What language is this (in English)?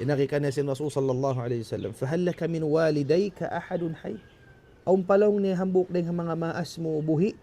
Tausug